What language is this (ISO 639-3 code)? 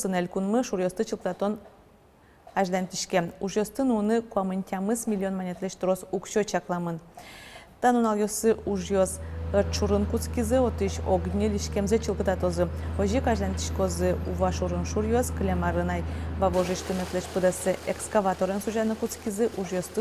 udm